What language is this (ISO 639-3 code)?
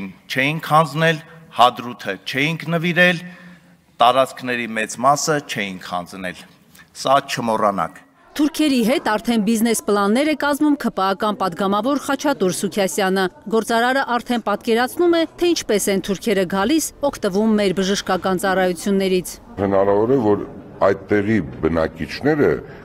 hye